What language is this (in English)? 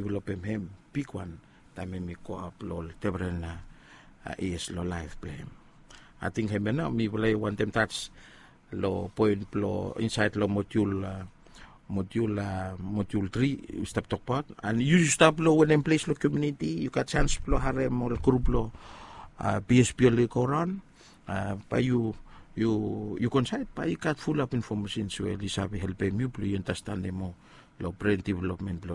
Bislama